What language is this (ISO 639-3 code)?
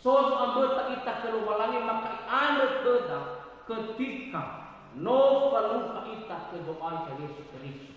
nia